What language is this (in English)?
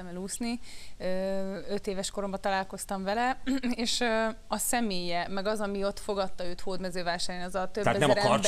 Hungarian